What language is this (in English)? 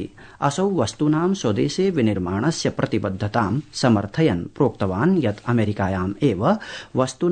Sanskrit